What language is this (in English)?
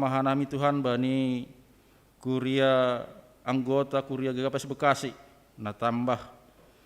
Batak Simalungun